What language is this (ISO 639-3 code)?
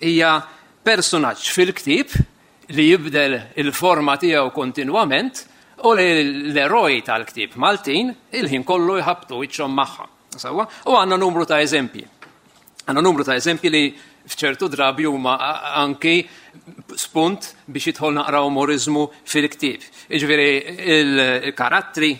mlt